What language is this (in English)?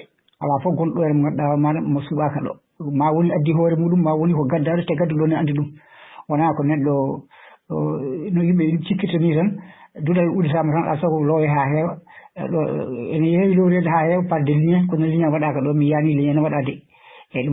Fula